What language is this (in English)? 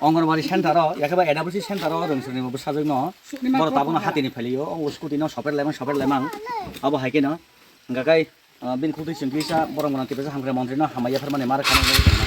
Kok Borok